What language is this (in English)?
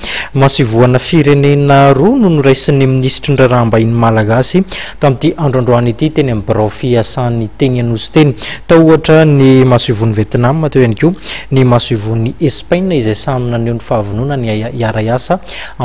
Malagasy